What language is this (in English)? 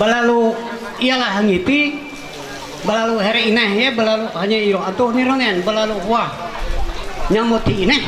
Ma'anyan